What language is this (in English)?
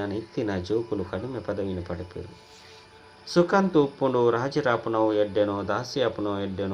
Tulu